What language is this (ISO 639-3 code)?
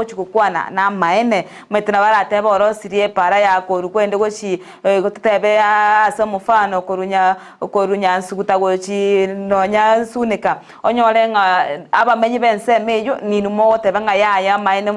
guz